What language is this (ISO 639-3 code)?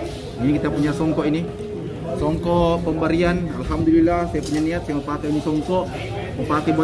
msa